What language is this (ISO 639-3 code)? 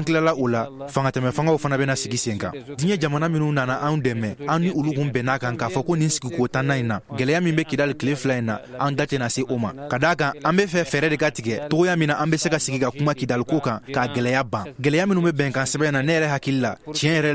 bam